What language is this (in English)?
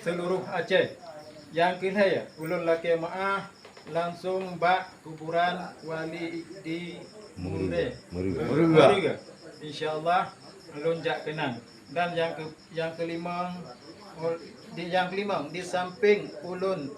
Achinese